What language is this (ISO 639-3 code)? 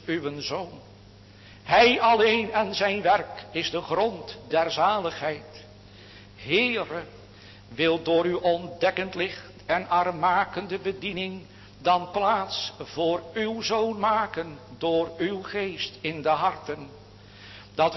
nld